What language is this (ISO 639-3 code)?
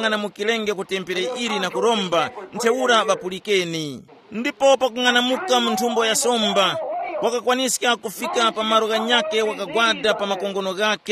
tum